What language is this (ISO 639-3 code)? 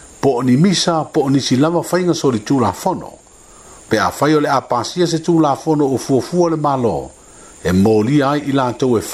smo